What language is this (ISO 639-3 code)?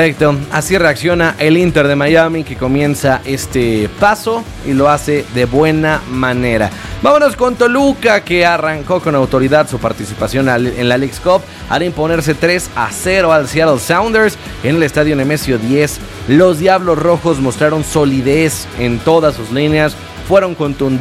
spa